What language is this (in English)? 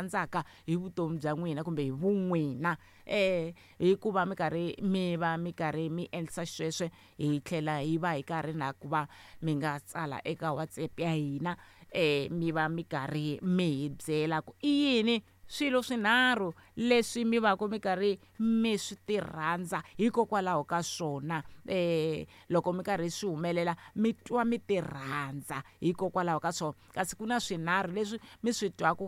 Tsonga